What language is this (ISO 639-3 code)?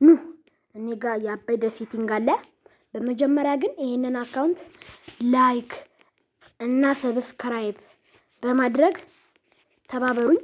amh